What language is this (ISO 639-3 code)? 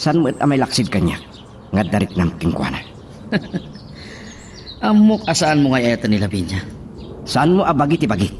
ilo